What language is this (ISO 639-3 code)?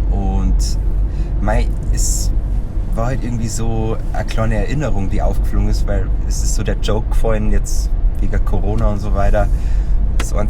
bar